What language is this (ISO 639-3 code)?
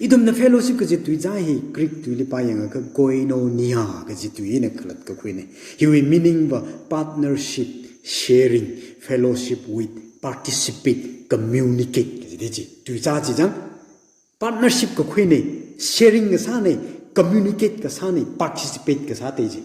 nmf